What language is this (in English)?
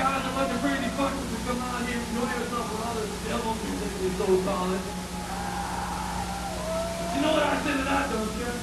English